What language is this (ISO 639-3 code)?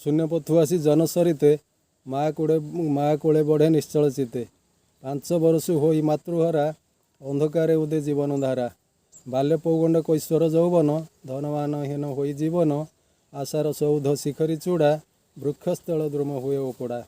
ori